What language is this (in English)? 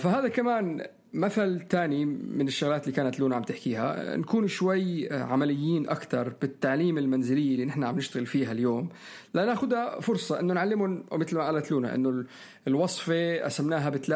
North Levantine Arabic